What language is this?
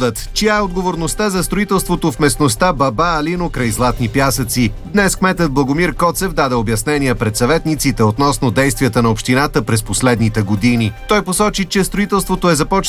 Bulgarian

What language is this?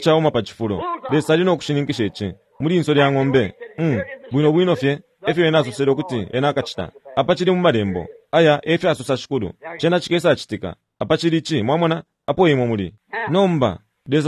Bemba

